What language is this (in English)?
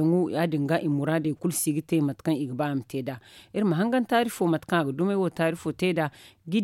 Zarma